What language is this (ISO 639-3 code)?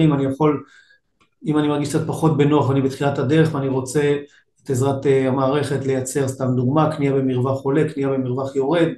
heb